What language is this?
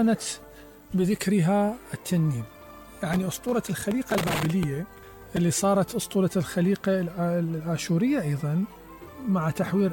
Mesopotamian Arabic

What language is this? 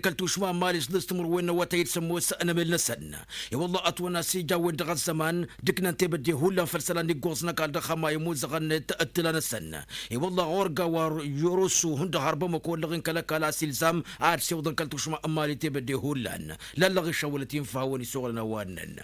Tamasheq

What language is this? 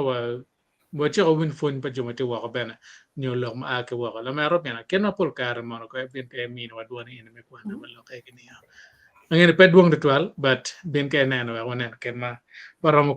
Acoli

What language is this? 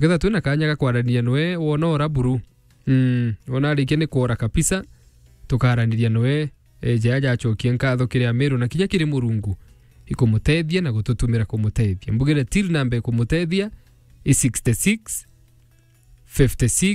Meru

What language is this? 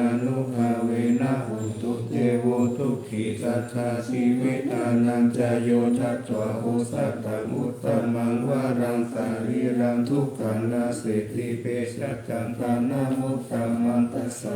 Pali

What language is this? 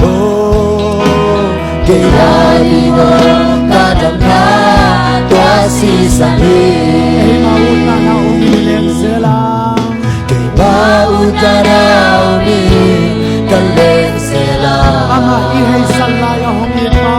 Tedim Chin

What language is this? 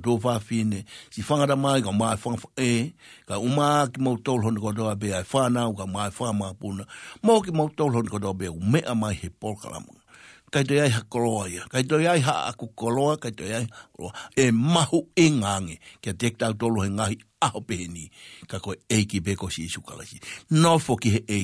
Tongan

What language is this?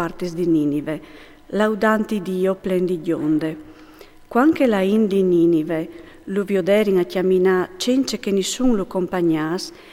Friulian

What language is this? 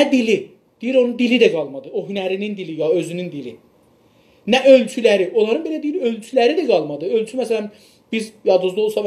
South Azerbaijani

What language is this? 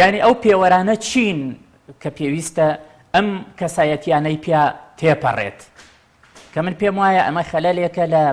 Central Kurdish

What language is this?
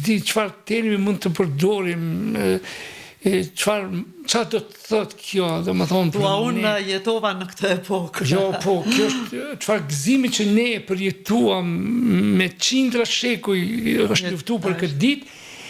Albanian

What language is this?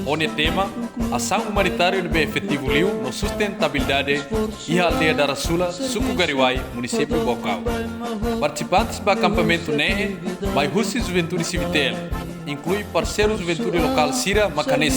Tetum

